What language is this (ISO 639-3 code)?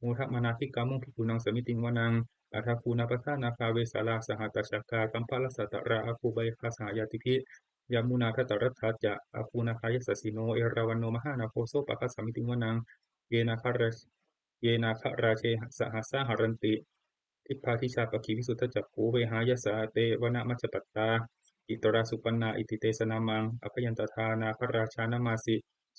pli